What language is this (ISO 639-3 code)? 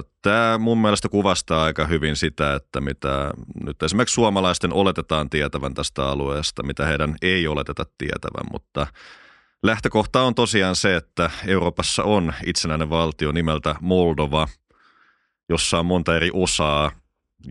fin